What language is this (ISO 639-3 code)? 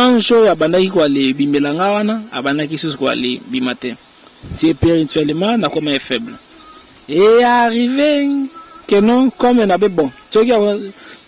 lin